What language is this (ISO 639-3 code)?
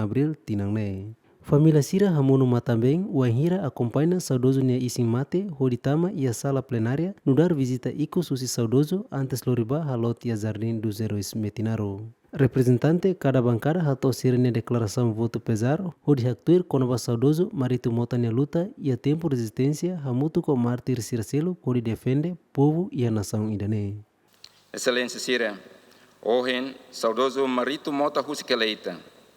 tet